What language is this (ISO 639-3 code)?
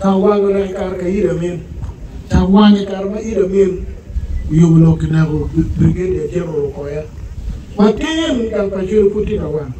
ach